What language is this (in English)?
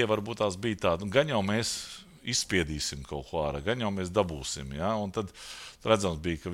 Latvian